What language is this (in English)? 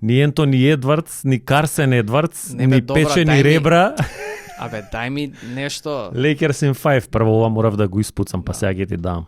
Macedonian